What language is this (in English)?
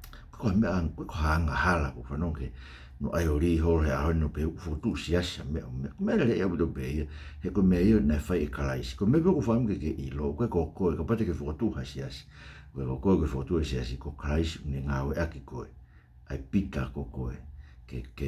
Tongan